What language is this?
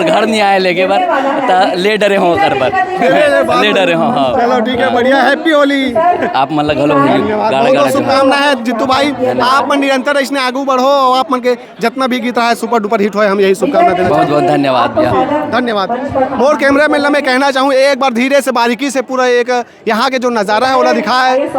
Chhattisgarhi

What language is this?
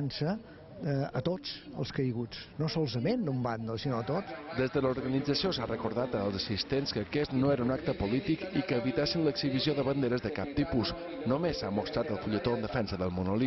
Catalan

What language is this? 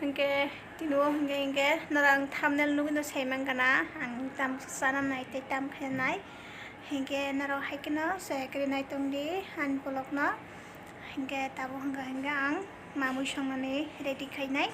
Kok Borok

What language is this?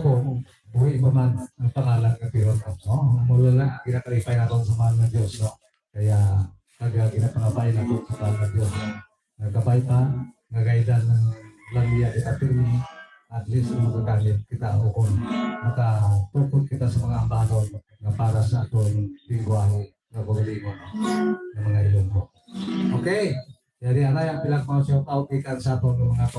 Hiligaynon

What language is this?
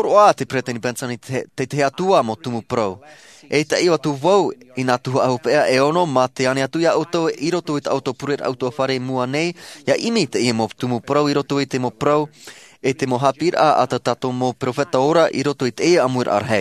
Tahitian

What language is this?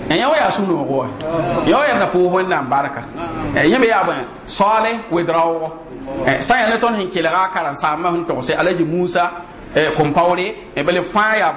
Mossi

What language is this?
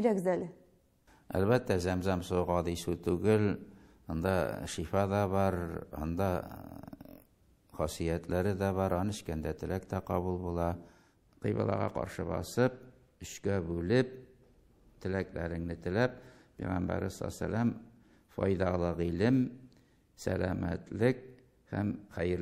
Tatar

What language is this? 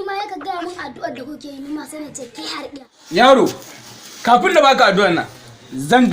Hausa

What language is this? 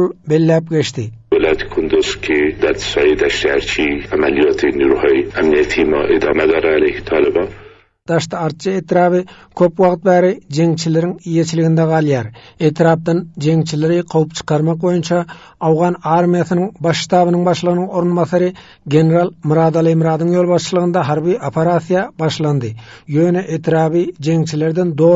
Turkmen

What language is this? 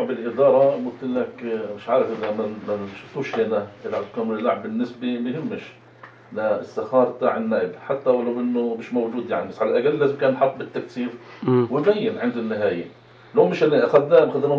North Levantine Arabic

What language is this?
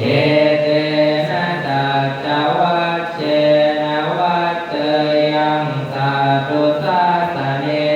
Pali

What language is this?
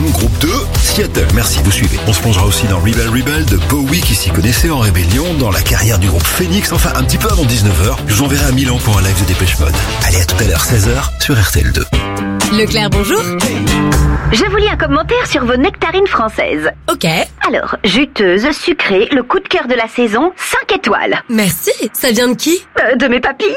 French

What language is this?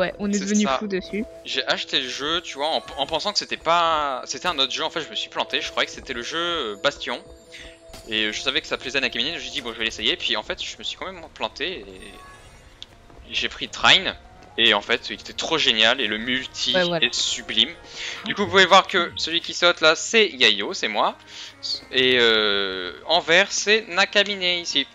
French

